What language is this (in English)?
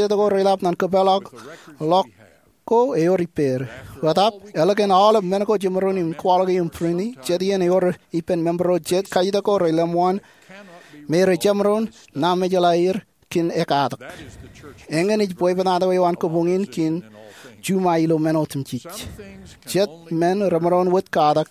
Marshallese